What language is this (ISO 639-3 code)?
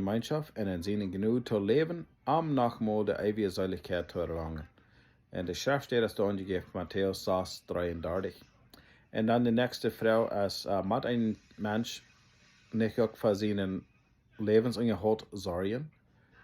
pdt